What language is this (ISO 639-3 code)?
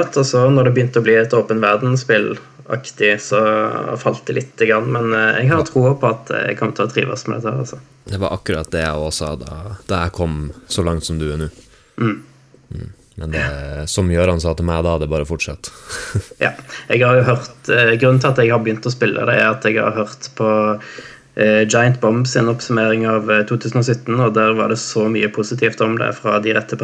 nor